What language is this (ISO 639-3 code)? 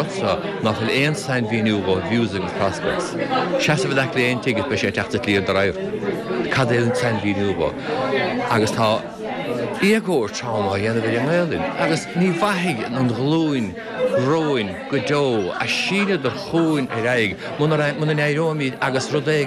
gle